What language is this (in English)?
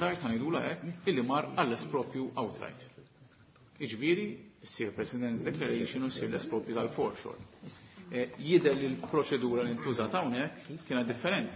Maltese